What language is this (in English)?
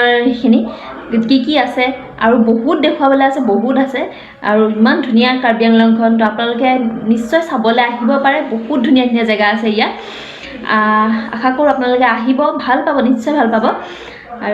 Assamese